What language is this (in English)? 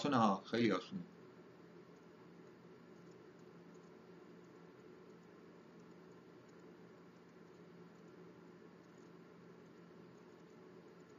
Persian